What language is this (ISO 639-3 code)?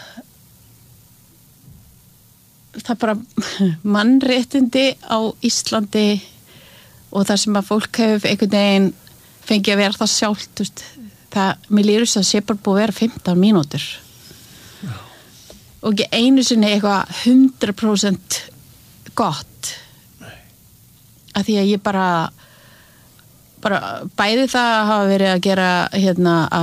isl